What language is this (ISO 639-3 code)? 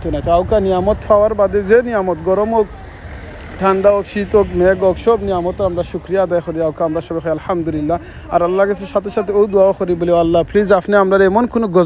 syl